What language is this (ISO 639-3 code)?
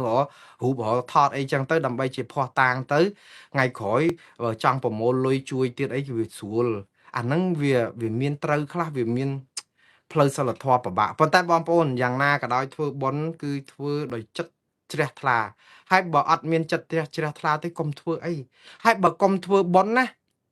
khm